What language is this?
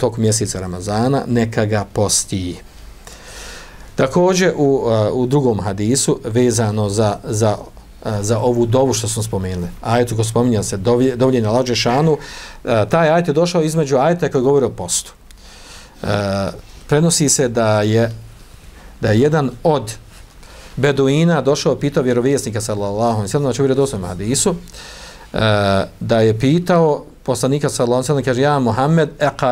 Bosnian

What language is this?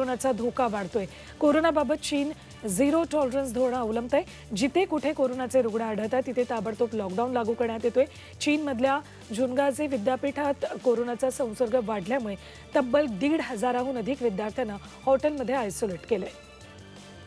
Marathi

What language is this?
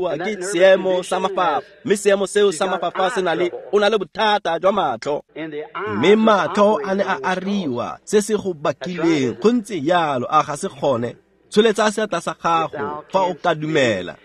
Tswana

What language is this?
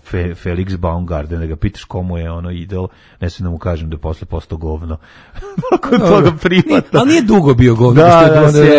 Serbian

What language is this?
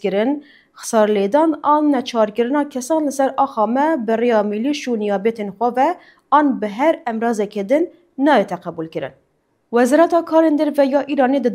Kurdish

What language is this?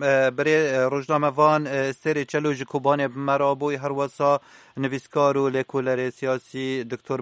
Kurdish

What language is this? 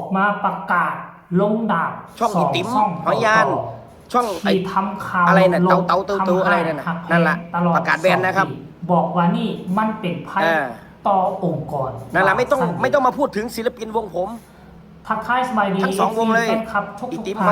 Northeastern Thai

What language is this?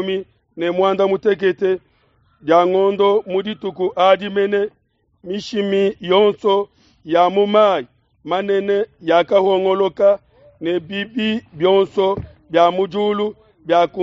Luba-Lulua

